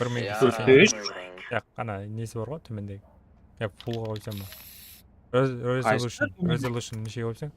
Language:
Kara-Kalpak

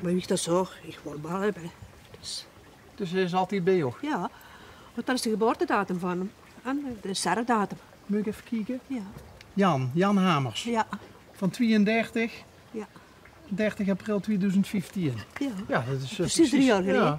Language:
Limburgish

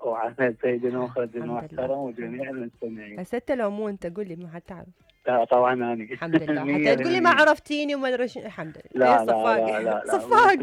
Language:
Mesopotamian Arabic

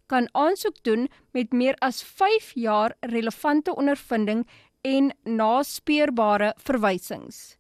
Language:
Afrikaans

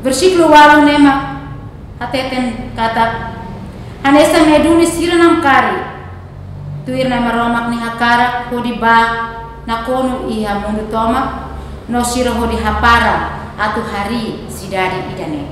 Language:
Tetum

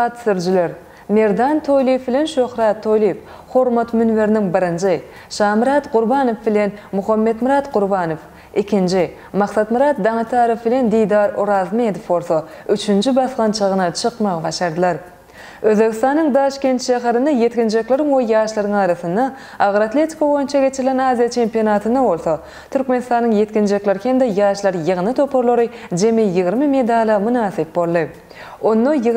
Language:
Turkmen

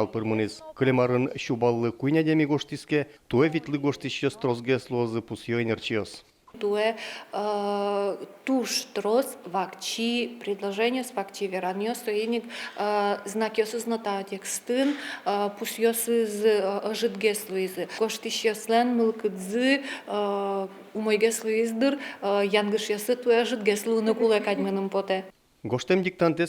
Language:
Udmurt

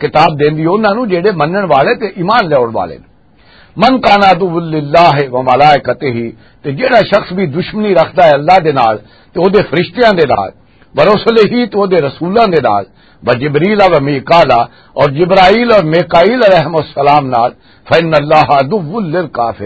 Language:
Western Panjabi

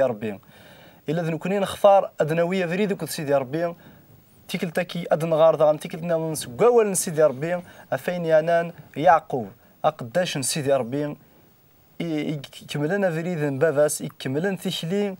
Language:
Kabyle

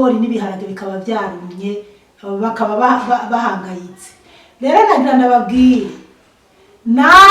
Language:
Rundi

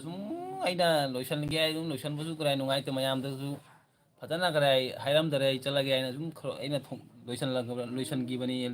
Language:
Manipuri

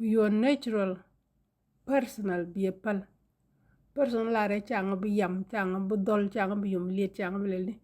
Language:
Nuer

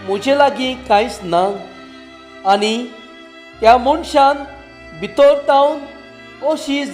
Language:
Konkani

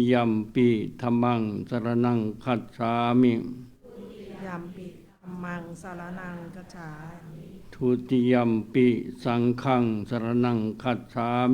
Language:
Pali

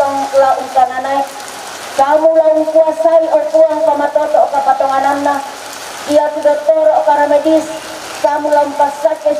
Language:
Toraja-Sa'dan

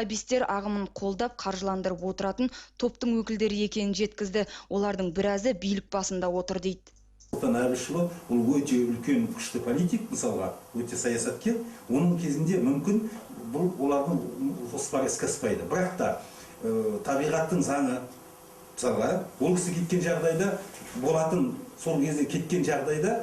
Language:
Kazakh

